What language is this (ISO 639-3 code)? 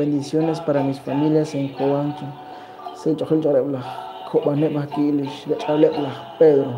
kek